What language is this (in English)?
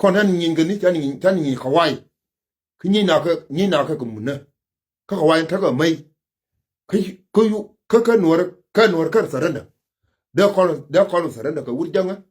Nuer